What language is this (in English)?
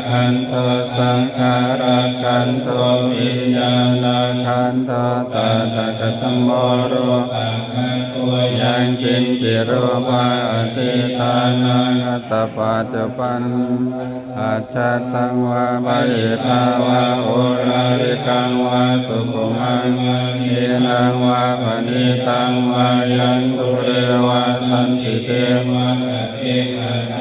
Pali